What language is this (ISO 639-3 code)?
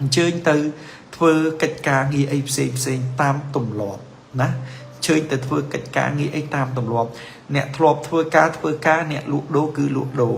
khm